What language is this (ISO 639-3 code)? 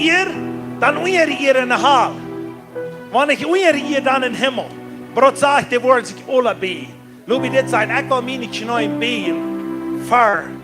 pdt